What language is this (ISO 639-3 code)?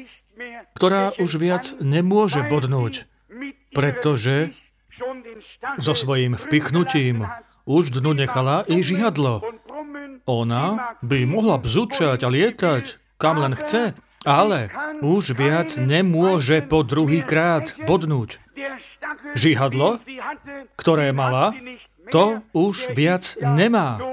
slk